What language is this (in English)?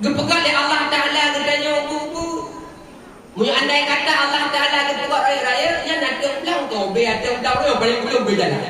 Achinese